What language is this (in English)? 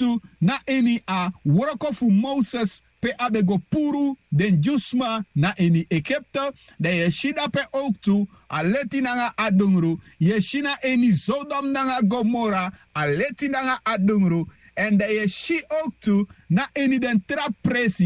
Sranan Tongo